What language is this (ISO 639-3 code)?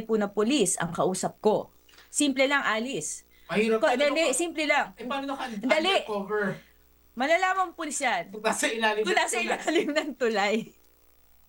fil